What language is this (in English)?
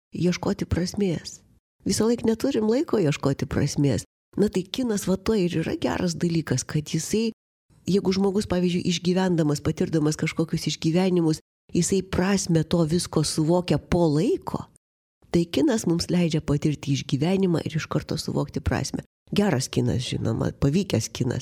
Lithuanian